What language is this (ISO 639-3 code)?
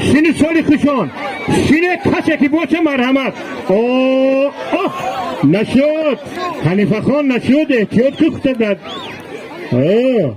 tgk